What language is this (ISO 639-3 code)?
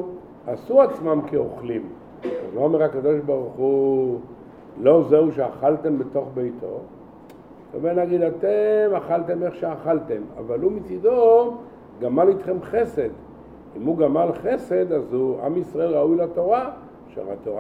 heb